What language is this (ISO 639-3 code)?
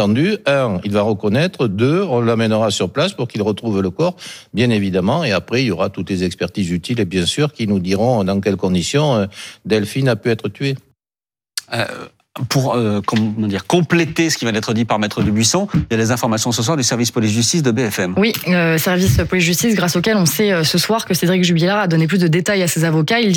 fra